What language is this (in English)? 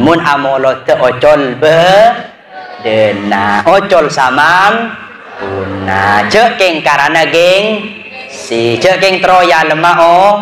Madurese